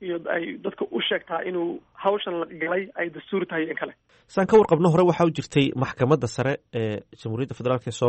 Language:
Somali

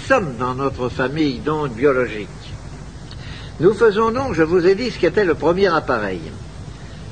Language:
French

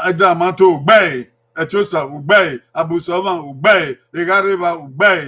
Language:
Bini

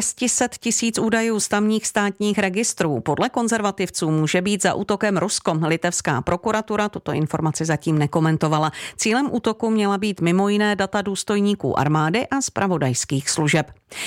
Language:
Czech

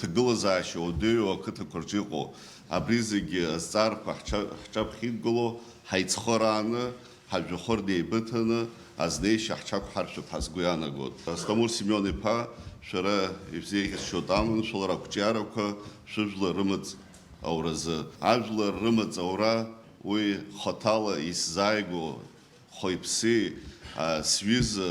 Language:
Abkhazian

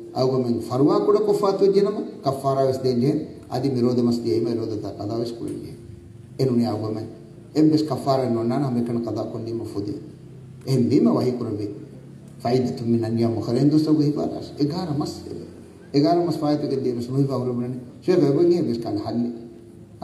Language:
Divehi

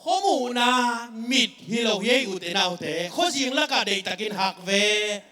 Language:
Tedim Chin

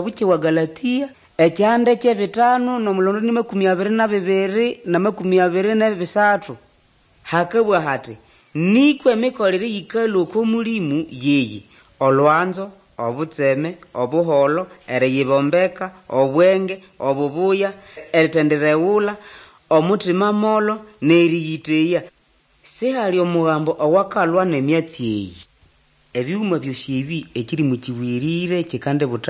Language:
Nande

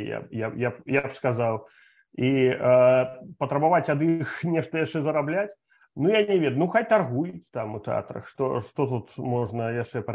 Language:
Belarusian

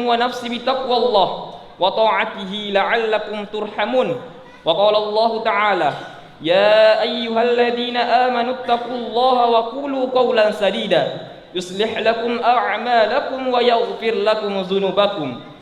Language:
Buginese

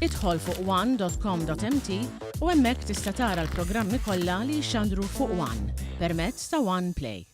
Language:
Maltese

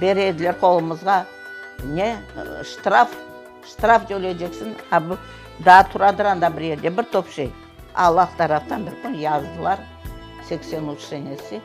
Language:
Crimean Tatar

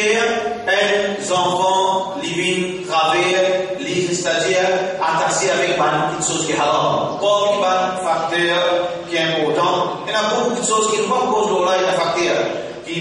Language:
Morisyen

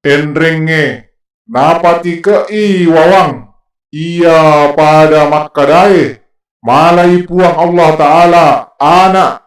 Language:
Buginese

